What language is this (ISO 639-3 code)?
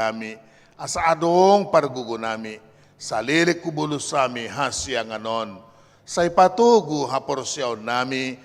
bbc